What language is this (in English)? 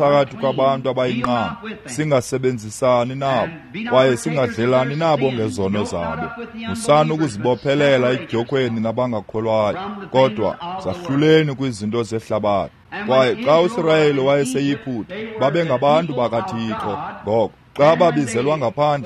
Xhosa